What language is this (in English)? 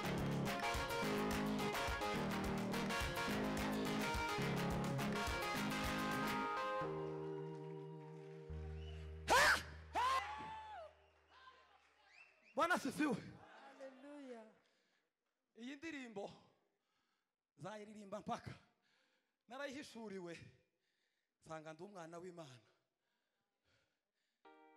Kinyarwanda